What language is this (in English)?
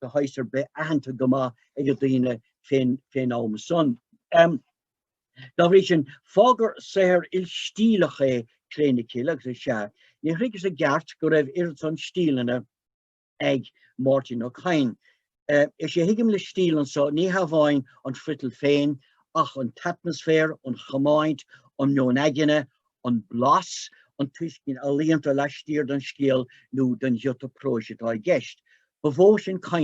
Irish